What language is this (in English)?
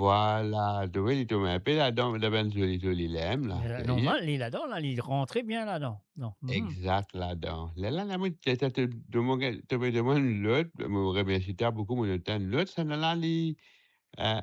Morisyen